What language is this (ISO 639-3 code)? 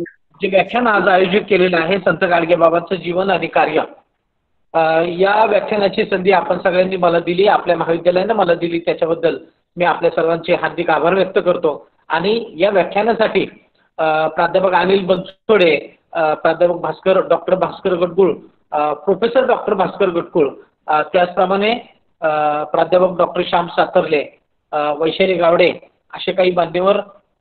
mar